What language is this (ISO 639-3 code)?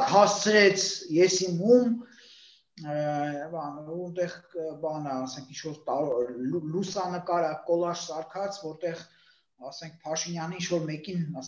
hye